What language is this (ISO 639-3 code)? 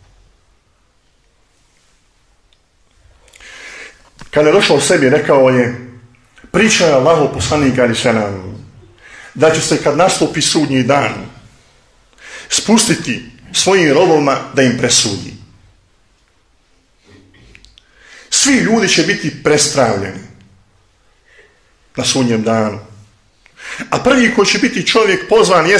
bos